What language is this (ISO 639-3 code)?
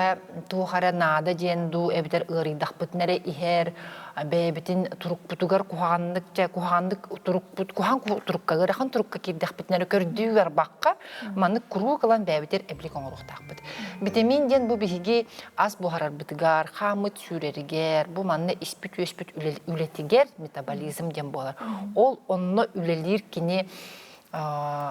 sah